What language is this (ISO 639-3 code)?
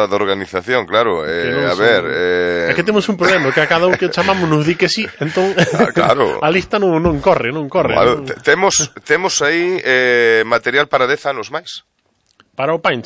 glg